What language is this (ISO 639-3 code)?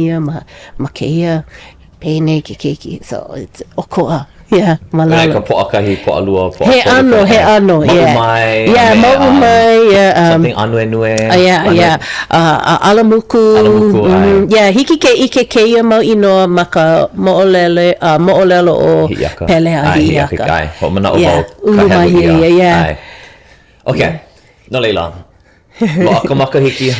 haw